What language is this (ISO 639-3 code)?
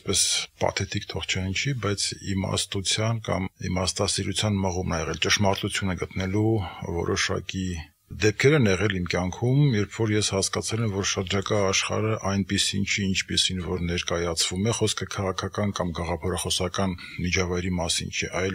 hye